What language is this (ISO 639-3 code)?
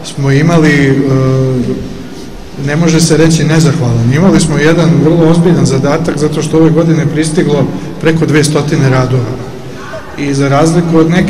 srp